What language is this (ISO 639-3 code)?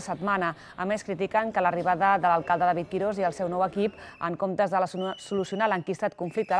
cat